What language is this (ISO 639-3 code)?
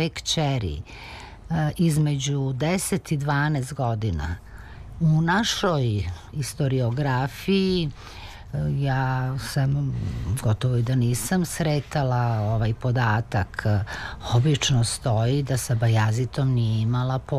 srp